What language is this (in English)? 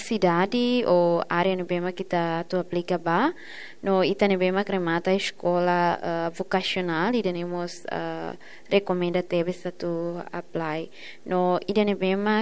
Tetum